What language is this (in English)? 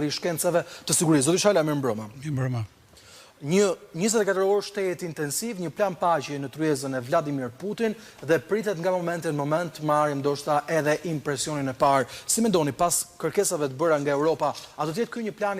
Albanian